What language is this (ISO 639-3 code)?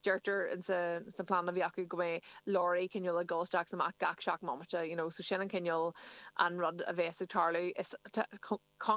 gle